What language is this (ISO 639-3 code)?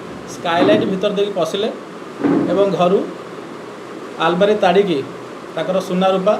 ori